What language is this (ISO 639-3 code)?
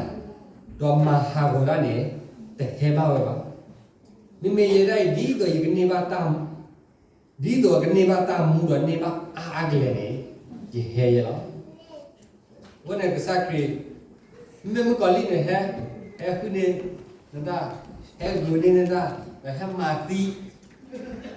ksw